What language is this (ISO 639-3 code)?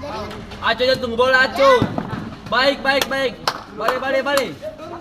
abs